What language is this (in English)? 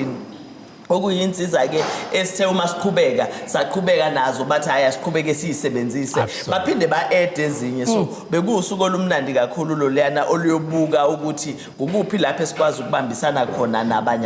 Zulu